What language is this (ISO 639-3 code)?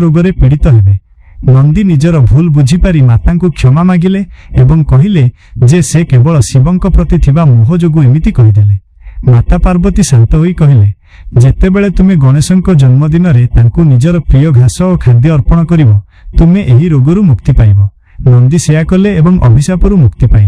ori